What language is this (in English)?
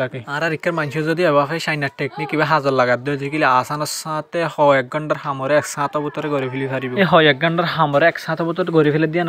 Rohingya